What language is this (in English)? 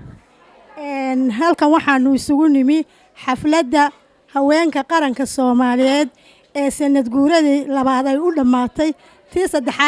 Somali